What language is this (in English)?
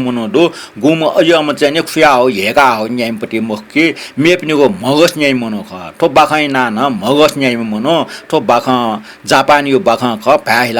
Newari